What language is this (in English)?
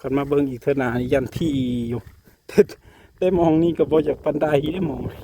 Northeastern Thai